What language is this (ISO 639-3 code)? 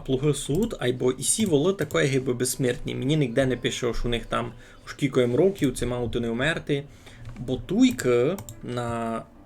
rue